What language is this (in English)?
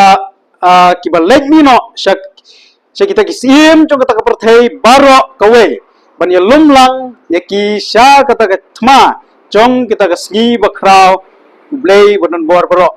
Khasi